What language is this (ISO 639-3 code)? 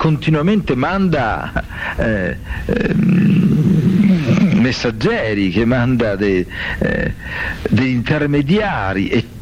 ita